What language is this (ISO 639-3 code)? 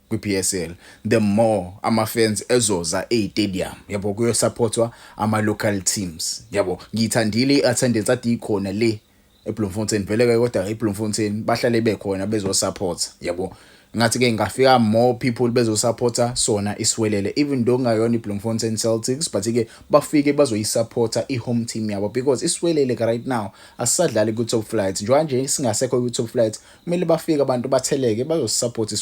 zul